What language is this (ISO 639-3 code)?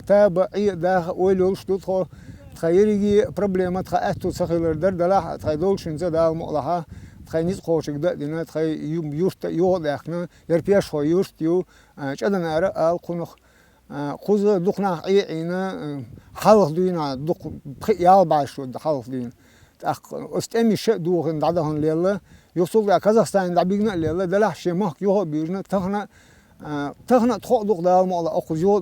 che